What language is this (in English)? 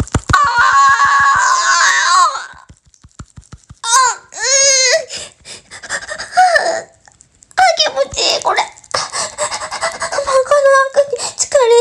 Japanese